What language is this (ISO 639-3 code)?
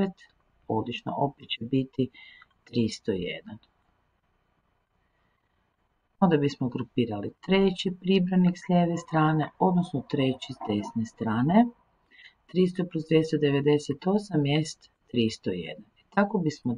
hrv